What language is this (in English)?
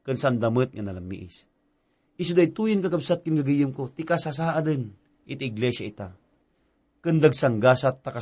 Iloko